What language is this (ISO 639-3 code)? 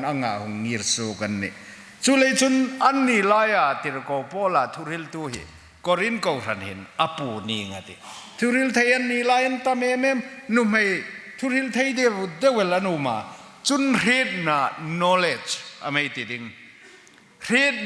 hmr